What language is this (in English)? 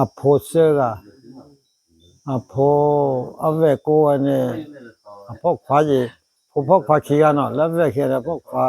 S'gaw Karen